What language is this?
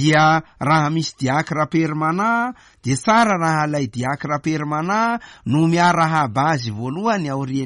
Malagasy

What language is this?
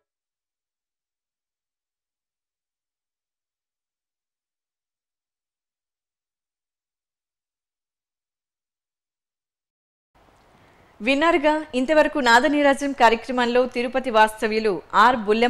Telugu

